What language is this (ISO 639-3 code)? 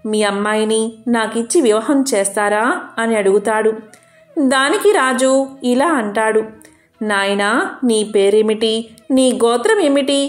tel